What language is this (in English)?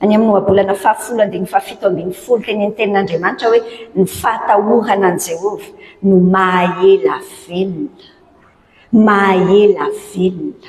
Malagasy